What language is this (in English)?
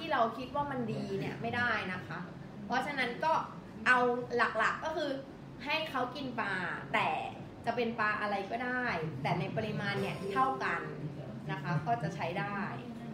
Thai